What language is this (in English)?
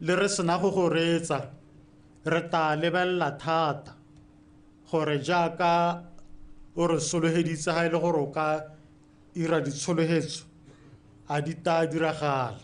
Tswana